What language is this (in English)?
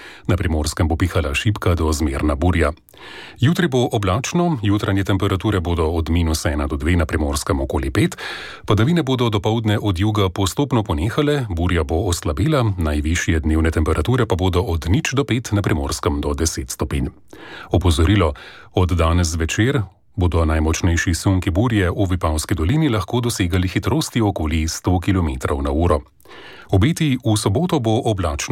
Slovenian